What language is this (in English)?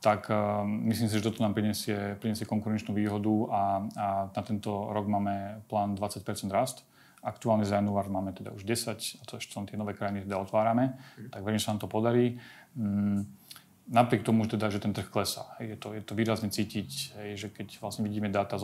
Slovak